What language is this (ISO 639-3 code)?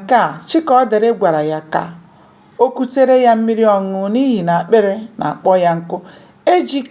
ibo